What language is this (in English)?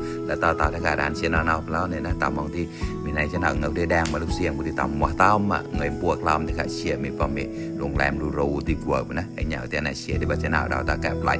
Mon